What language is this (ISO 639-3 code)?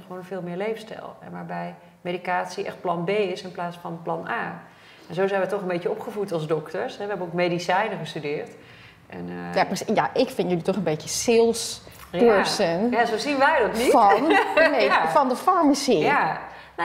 nld